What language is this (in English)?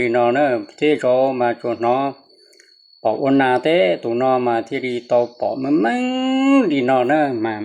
Hmong